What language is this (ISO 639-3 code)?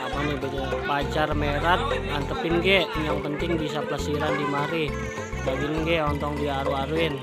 bew